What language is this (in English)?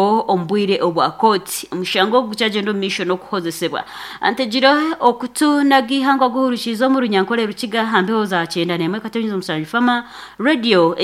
Nyankole